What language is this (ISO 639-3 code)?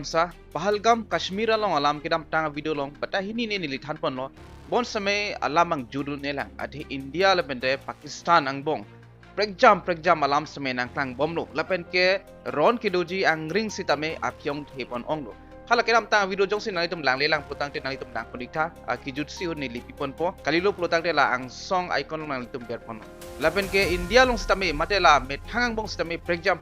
mjw